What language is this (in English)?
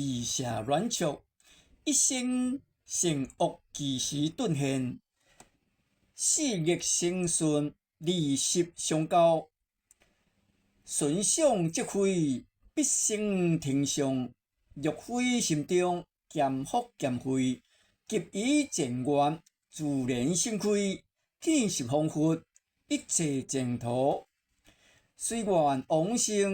Min Nan Chinese